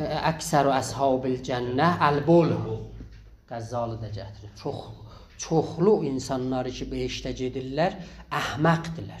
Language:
South Azerbaijani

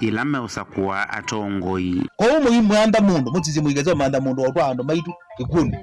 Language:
Kamba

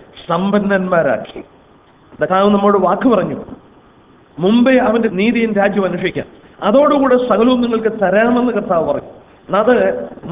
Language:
Malayalam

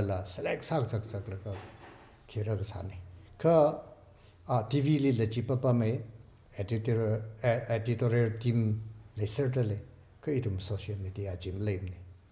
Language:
Tangkhul Naga (India)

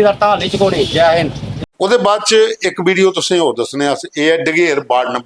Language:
Dogri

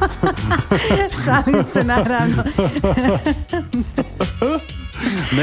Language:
Croatian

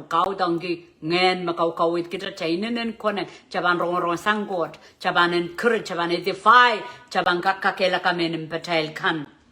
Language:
Pohnpeian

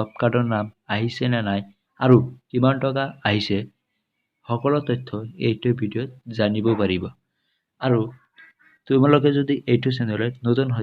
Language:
Assamese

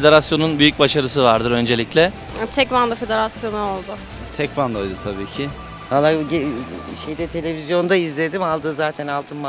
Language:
Turkish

